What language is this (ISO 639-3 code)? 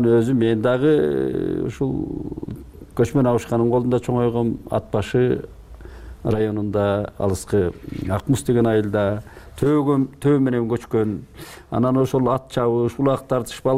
kir